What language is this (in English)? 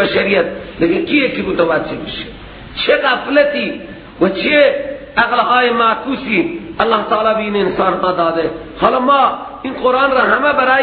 Persian